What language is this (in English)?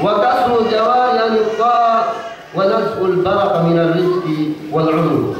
Yakan